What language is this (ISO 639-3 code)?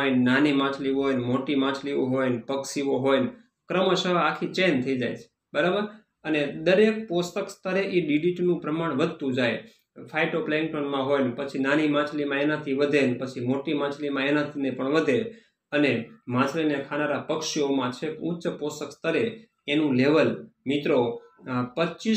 guj